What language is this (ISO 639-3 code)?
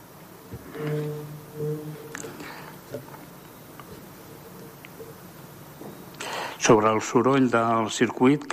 cat